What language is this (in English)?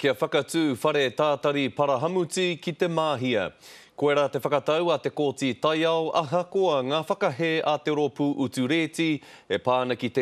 Māori